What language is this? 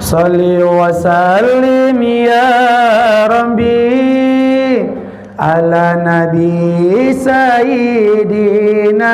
Minangkabau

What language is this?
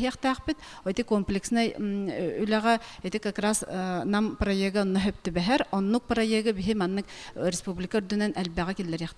Yakut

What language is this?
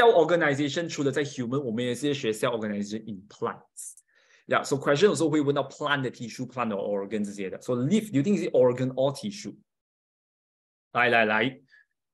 Chinese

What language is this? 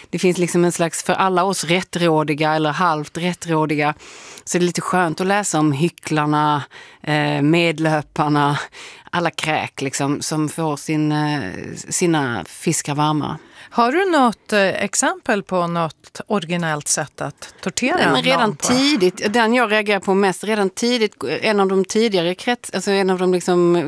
Swedish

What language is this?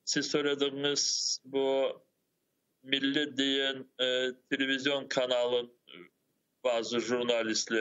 Crimean Tatar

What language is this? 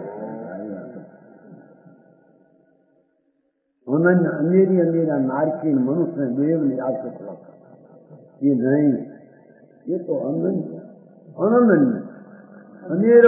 Gujarati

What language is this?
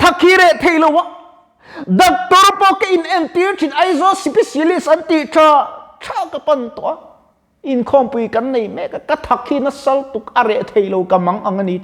Mizo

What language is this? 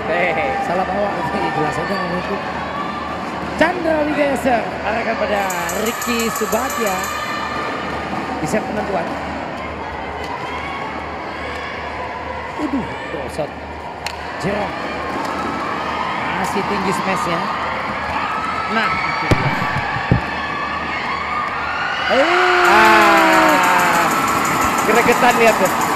Indonesian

